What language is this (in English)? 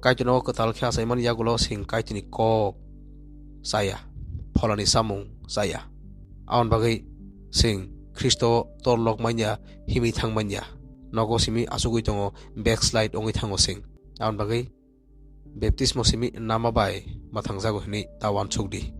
Kok Borok